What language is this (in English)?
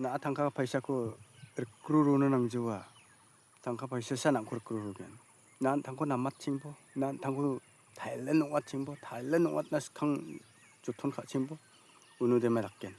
Garo